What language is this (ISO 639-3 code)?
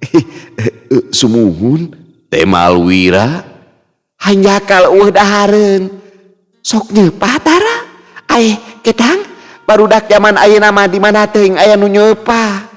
sun